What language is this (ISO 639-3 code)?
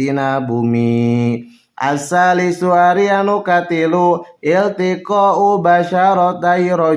sun